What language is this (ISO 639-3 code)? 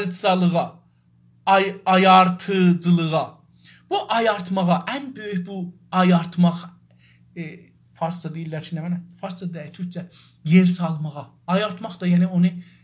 azb